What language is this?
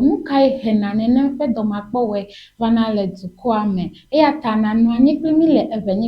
Ewe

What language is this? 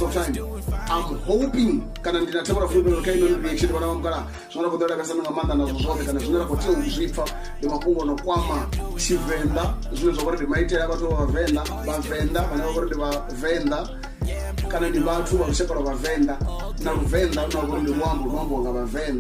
Venda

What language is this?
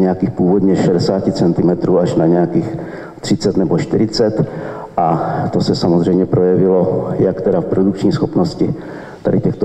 Czech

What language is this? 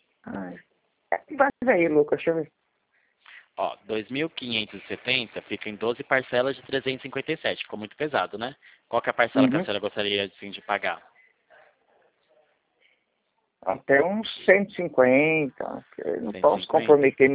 Portuguese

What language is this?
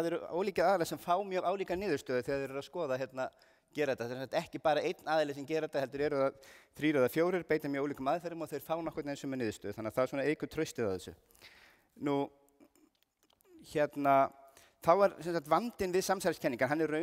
Icelandic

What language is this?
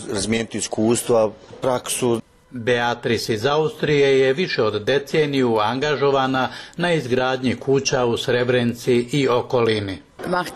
Bosnian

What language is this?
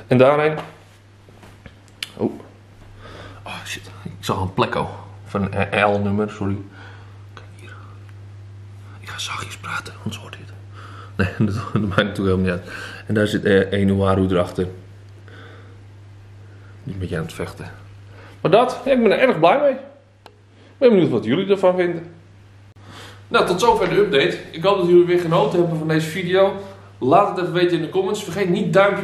Dutch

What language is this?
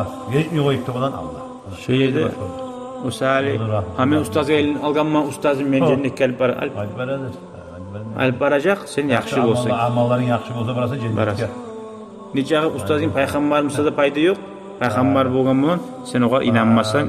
Kumyk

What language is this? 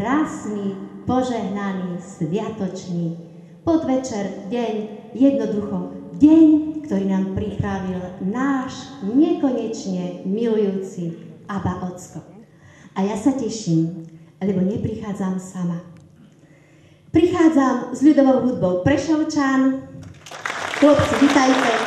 Slovak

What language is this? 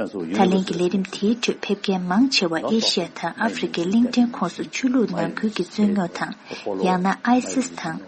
Tibetan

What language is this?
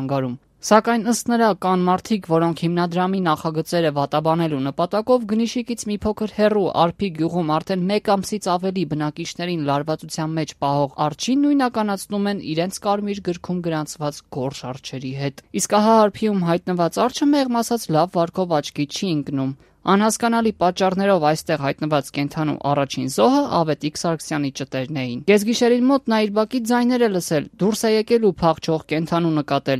Armenian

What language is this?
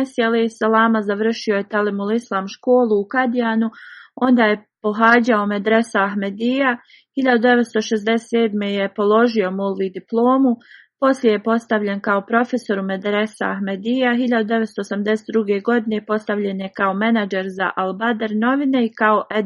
Bosnian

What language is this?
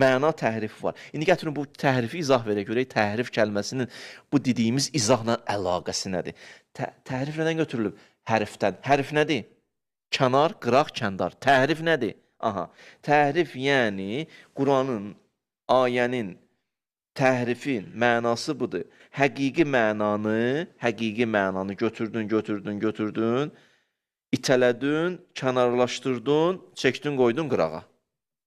Azerbaijani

